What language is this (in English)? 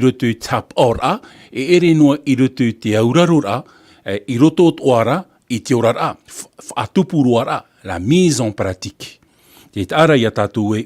Tahitian